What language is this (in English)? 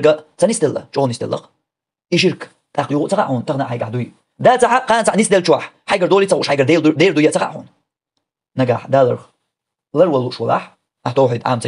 Chechen